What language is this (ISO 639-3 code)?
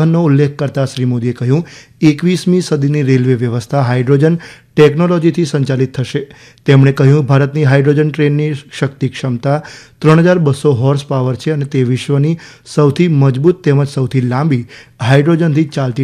guj